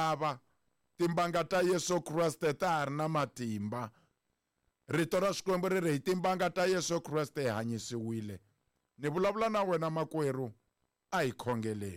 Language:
Tsonga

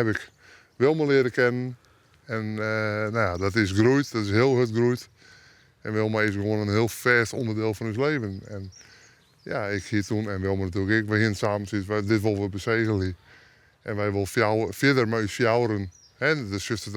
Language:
Western Frisian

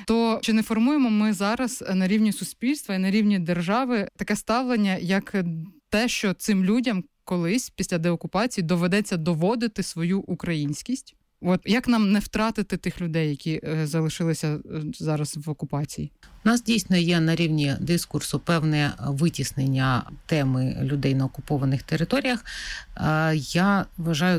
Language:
Ukrainian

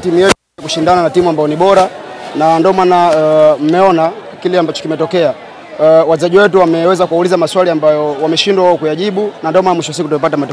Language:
Swahili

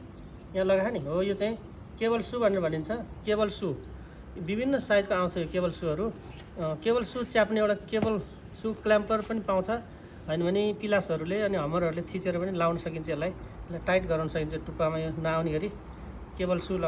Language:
Nepali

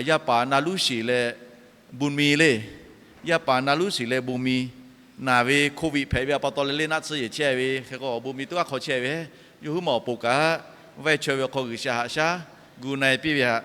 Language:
Lahu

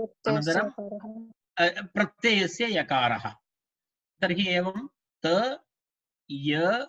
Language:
Sanskrit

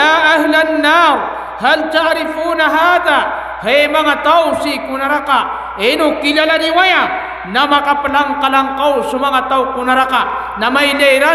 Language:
Maranao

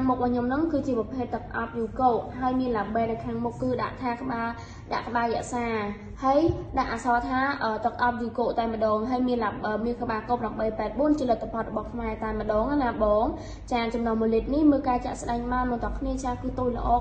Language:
Khmer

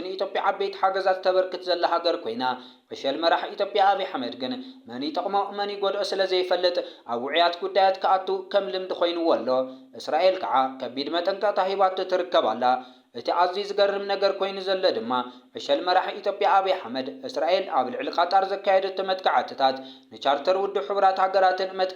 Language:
Tigrinya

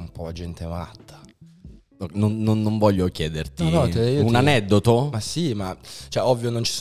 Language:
Italian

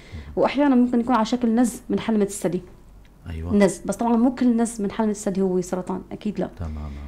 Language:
North Levantine Arabic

